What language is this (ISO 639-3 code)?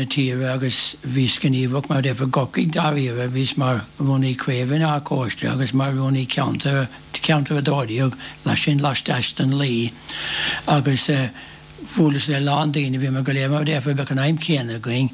gle